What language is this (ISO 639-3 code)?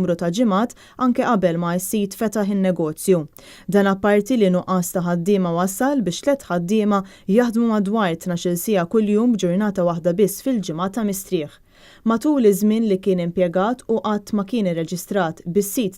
mlt